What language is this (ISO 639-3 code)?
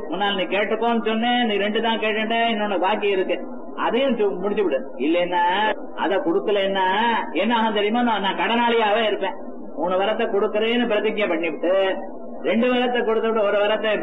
tam